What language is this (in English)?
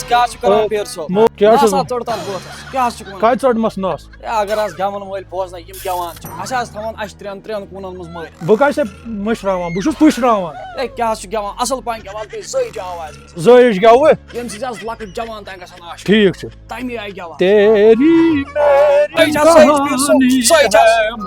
Kashmiri